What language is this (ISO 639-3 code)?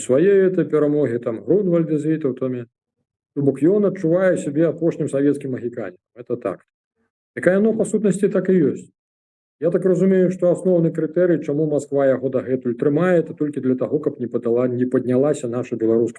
bel